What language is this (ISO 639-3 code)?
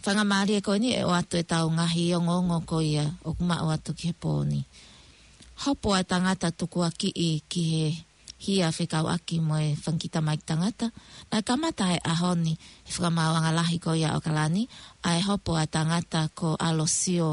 ton